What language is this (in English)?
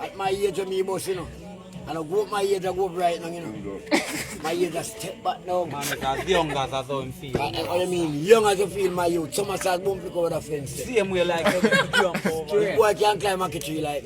Jamaican Creole English